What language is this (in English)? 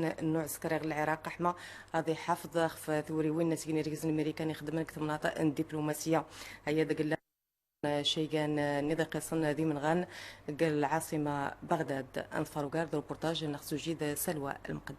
Central Atlas Tamazight